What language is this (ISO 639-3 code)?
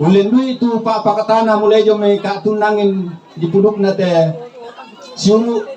sda